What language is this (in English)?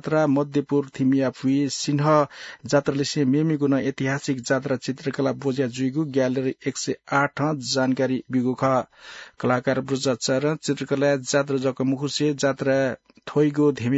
Newari